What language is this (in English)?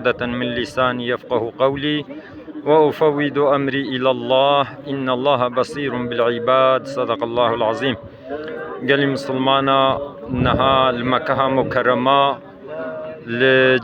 Kurdish